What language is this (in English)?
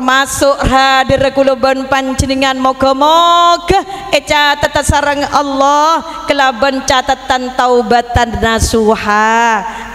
Madurese